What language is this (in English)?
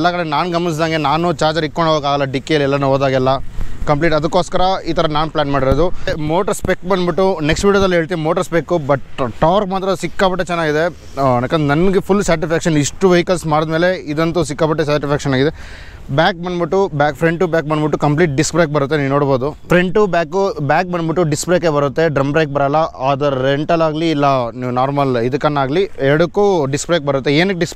Kannada